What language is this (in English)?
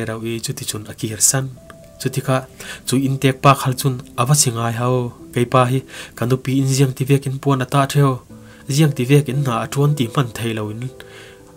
Falam Chin